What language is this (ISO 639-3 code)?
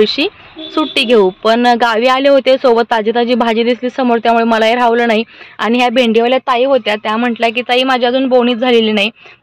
mar